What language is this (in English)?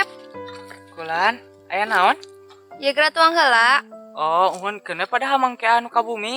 Sundanese